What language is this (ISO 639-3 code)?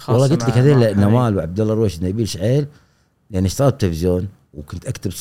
afb